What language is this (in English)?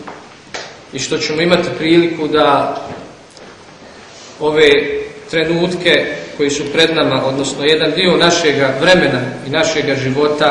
Bosnian